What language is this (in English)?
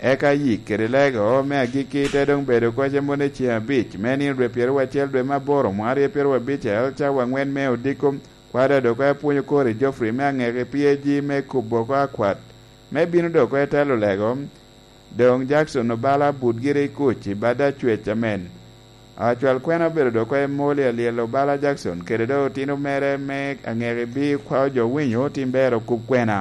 Lango (Uganda)